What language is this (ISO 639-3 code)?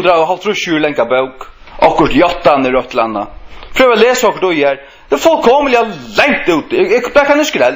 fao